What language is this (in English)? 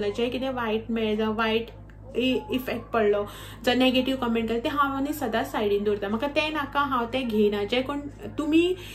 Konkani